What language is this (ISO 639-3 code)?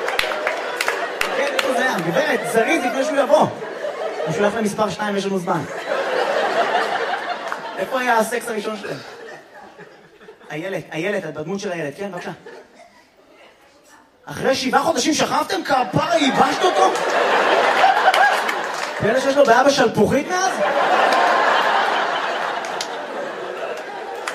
heb